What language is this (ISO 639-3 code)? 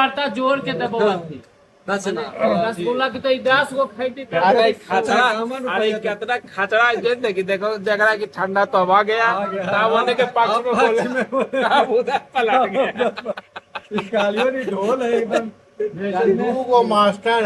mag